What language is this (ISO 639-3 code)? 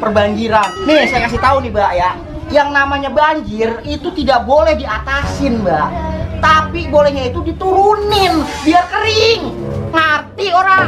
bew